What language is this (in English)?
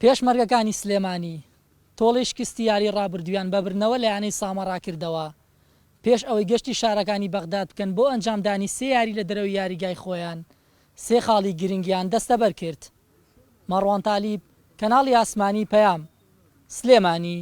Central Kurdish